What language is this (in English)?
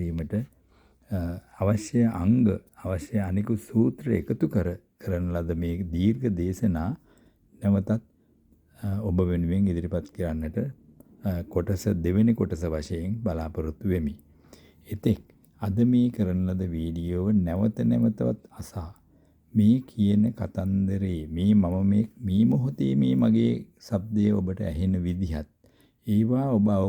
Sinhala